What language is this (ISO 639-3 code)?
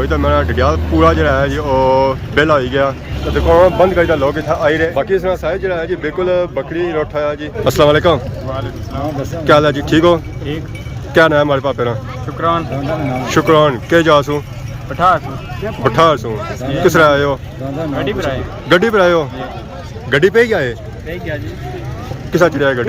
phr